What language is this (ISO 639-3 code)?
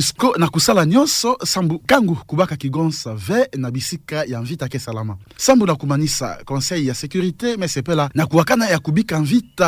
ktu